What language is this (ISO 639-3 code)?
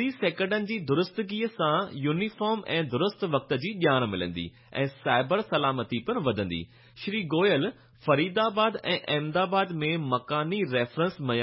snd